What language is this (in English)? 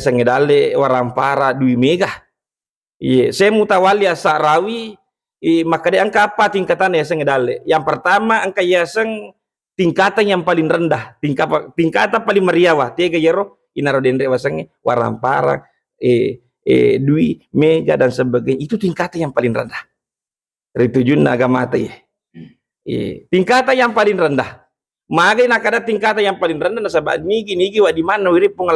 Buginese